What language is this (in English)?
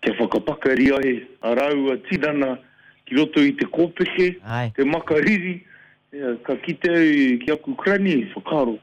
Māori